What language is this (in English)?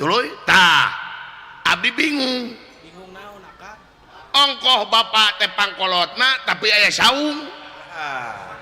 Sundanese